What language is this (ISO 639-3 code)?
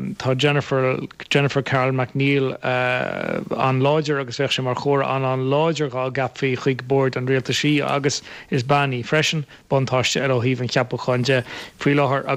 gle